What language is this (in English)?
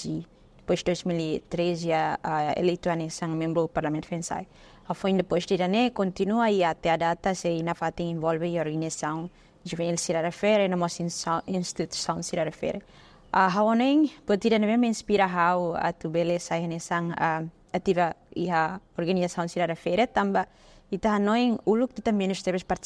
Tetum